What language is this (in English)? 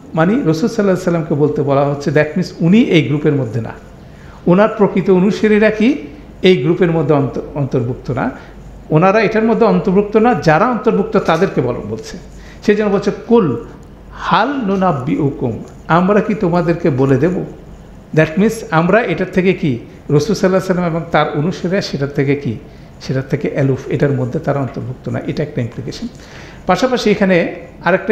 Bangla